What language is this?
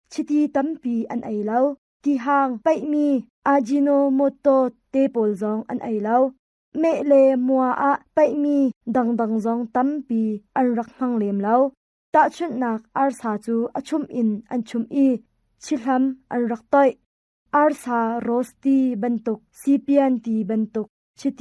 Hakha Chin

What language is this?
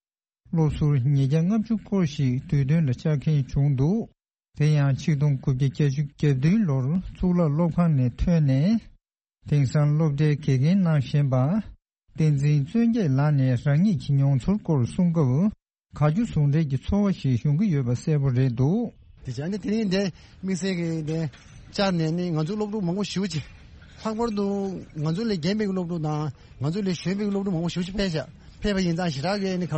Tibetan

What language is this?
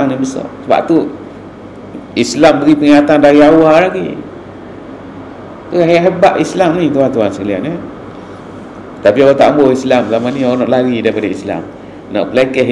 Malay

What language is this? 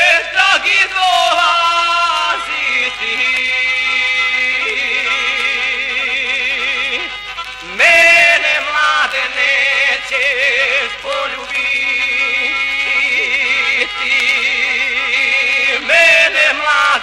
Croatian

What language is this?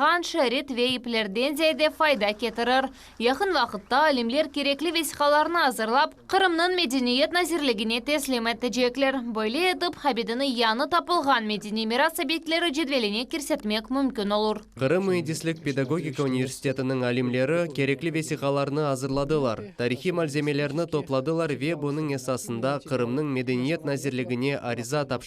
Crimean Tatar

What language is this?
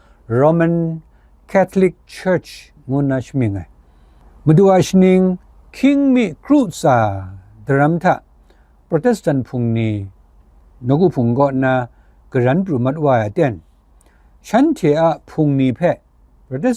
Kachin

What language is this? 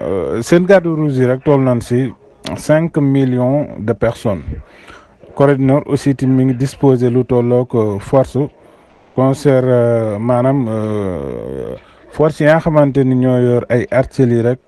Wolof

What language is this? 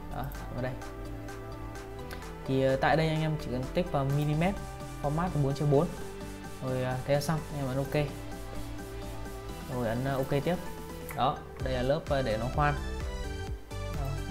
Vietnamese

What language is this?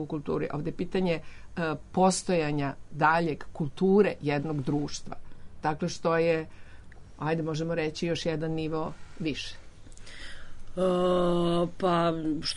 Serbian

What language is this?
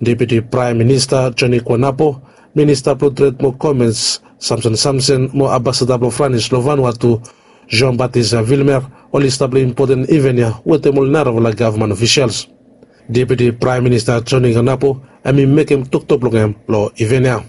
Bislama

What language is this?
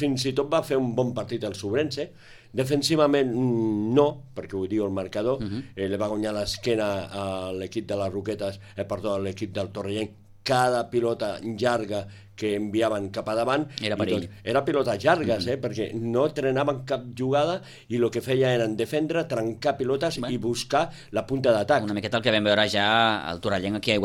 Catalan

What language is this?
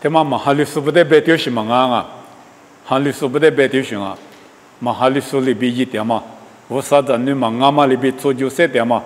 Lisu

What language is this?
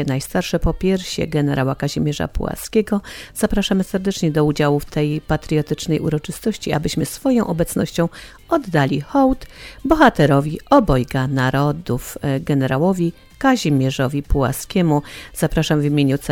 Polish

